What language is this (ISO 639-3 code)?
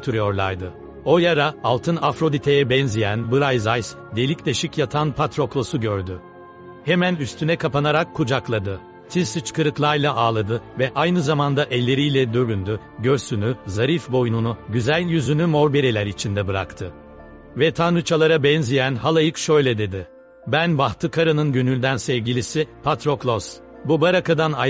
tur